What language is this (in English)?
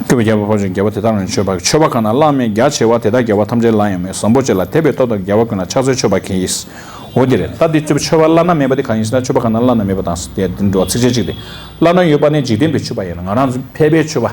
Tibetan